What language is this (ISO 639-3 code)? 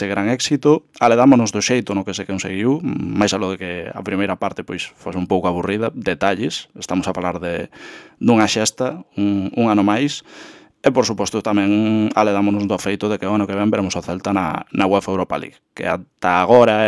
glg